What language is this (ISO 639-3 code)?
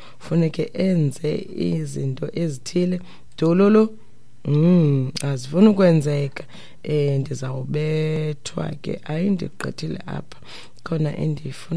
xho